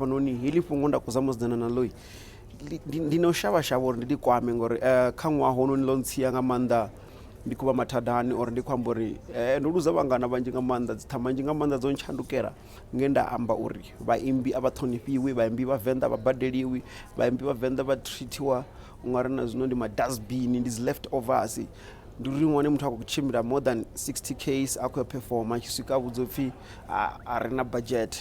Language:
Venda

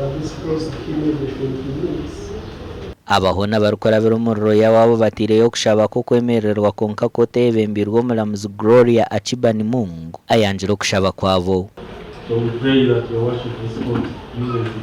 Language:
Nyankole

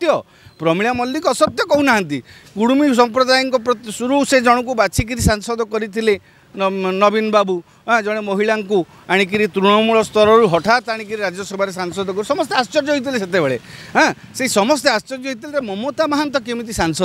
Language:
Odia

